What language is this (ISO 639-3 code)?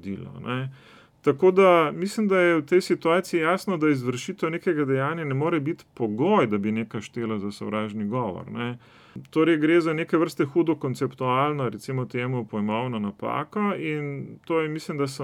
slv